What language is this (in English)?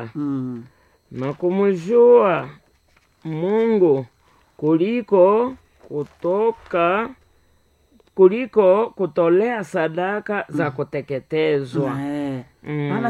Swahili